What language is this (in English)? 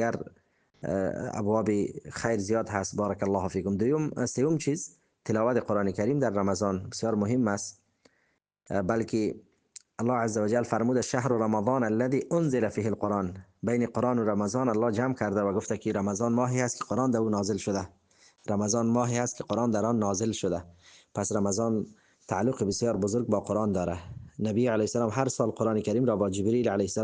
Persian